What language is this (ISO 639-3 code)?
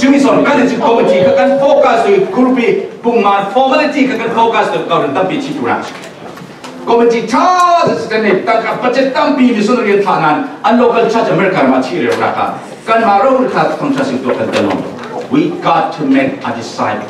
cfm